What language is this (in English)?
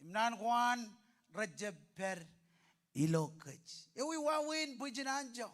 Marshallese